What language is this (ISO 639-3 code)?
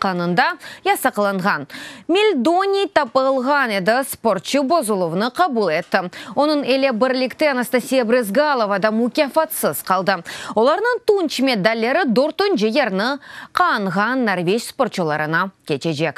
crh